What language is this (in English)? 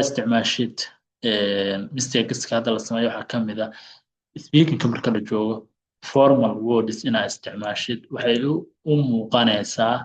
Somali